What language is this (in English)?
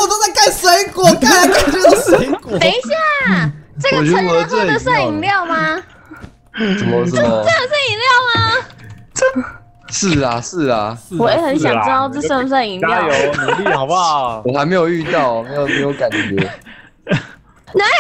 Chinese